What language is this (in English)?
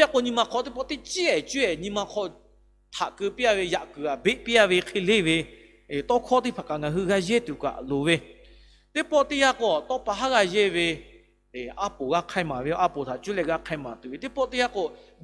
Lahu